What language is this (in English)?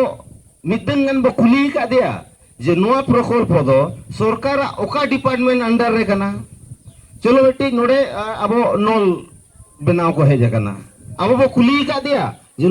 Santali